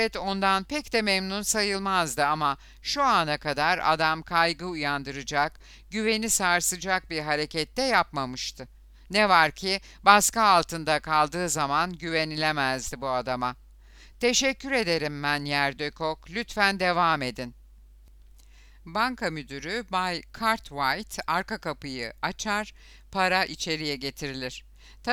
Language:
Turkish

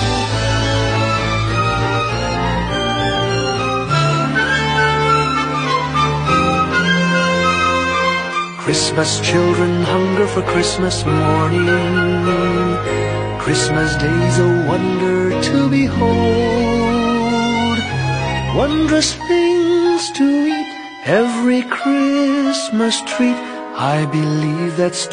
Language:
English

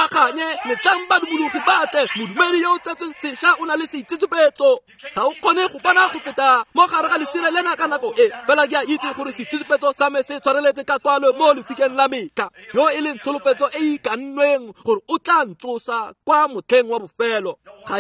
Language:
Tswana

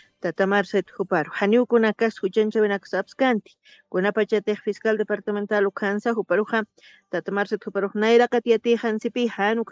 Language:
Aymara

